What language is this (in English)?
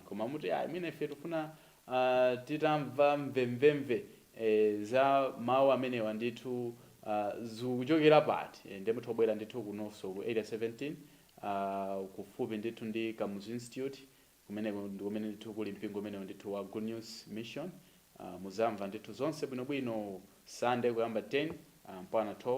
Nyanja